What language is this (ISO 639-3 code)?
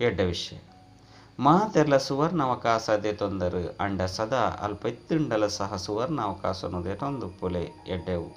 tcy